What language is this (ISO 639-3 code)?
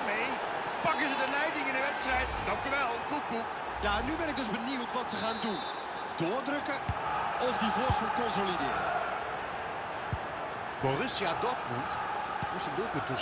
nld